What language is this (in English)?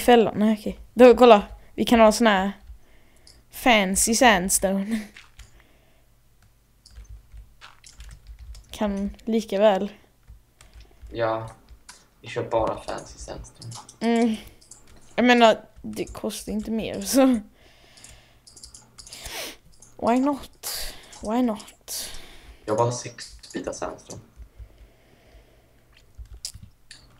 Swedish